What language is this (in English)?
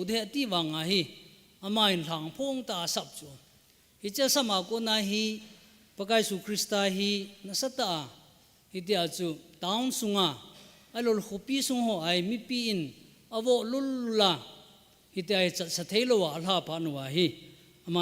Thado Chin